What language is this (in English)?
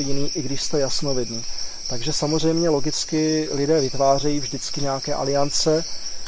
Czech